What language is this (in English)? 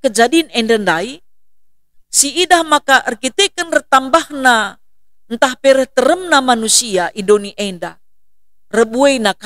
Batak Karo